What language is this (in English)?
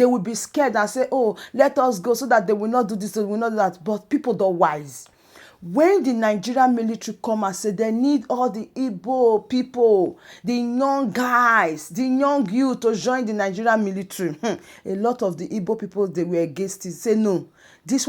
Nigerian Pidgin